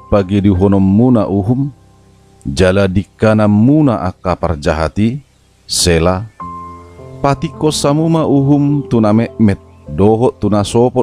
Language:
Batak Toba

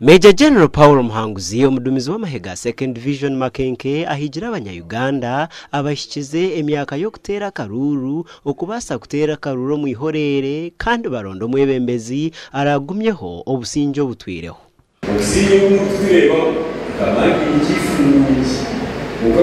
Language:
Nyankole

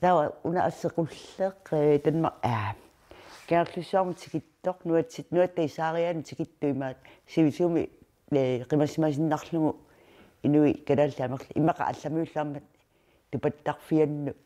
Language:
Kalaallisut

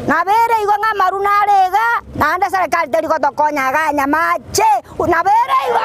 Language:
Gusii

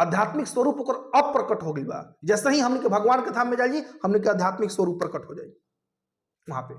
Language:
Bhojpuri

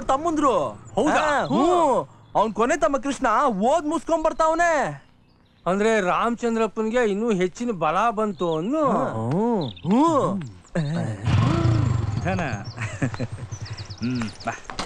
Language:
Kannada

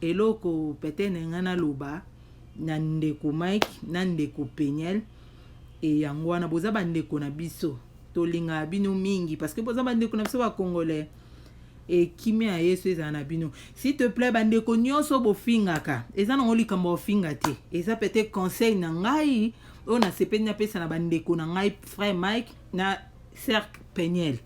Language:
Lingala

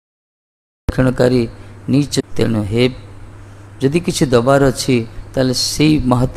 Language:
Odia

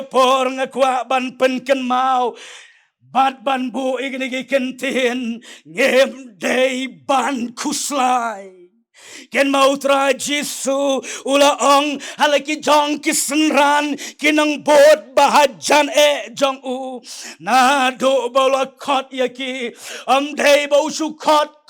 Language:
Khasi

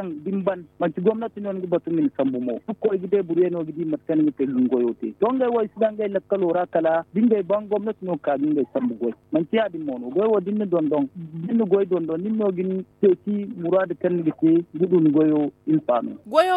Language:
Zarma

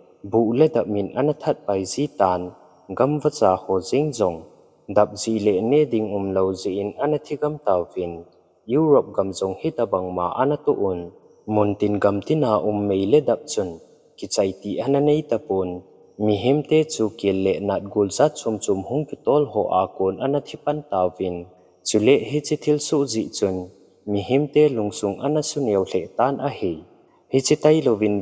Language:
Thado Chin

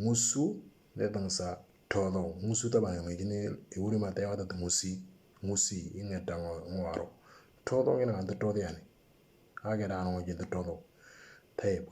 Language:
Moro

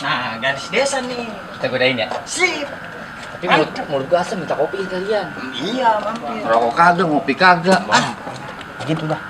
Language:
Betawi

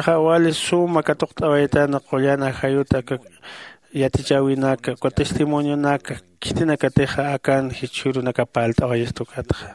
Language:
Aymara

